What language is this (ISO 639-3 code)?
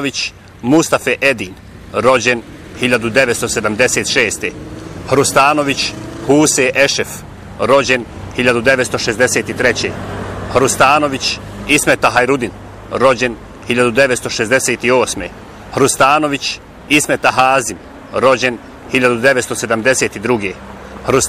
bos